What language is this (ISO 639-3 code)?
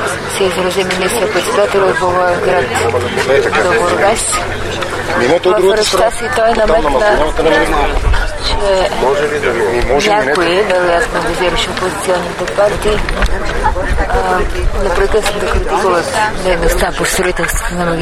bul